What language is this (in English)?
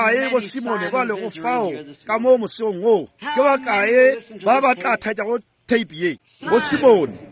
Northern Sotho